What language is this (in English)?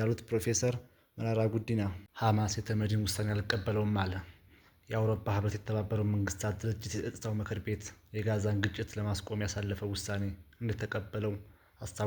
Amharic